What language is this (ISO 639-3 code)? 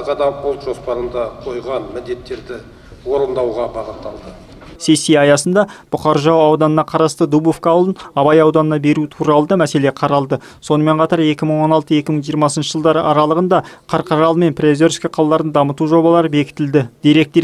kaz